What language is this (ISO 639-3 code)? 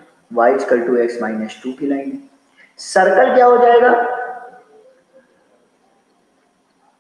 hin